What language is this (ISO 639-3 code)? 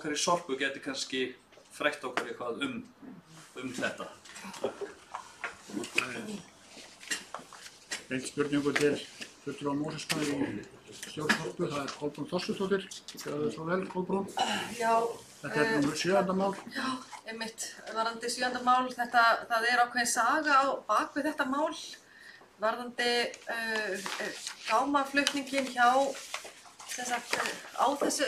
isl